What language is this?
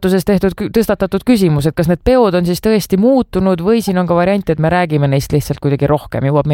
Estonian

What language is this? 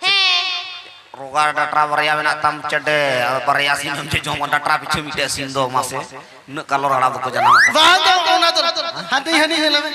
Santali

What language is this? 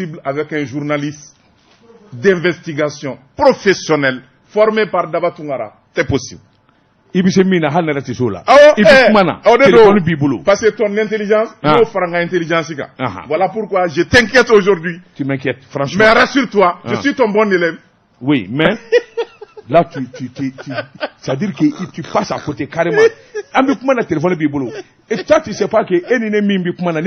Bambara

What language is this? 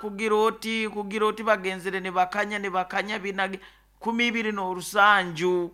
Nyankole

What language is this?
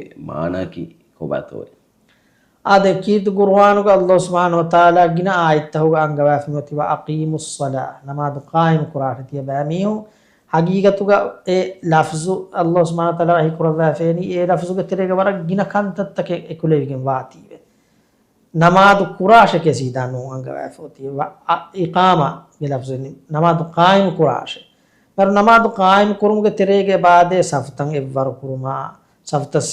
Divehi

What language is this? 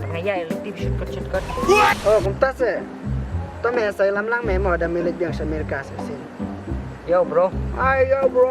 Khasi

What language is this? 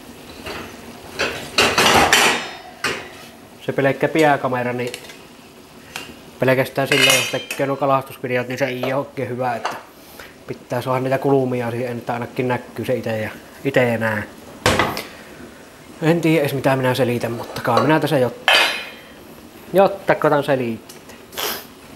Finnish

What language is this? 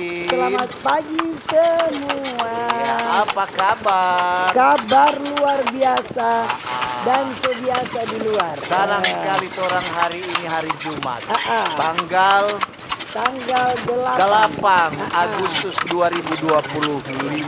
Manado Malay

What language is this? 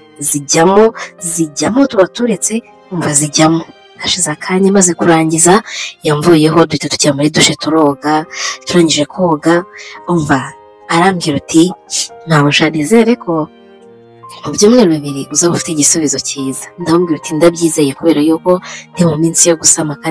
Kinyarwanda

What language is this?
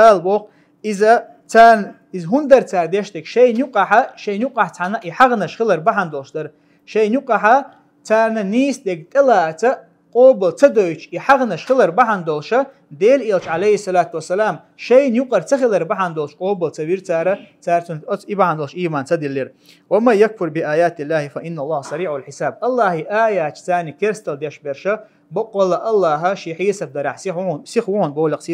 Chechen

